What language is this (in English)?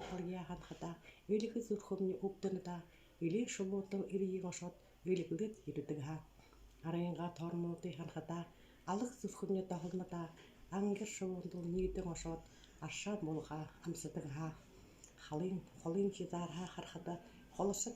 Buriat